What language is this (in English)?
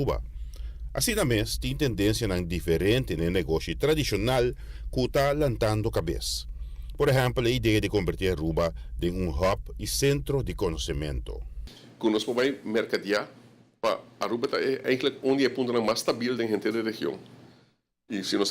Papiamento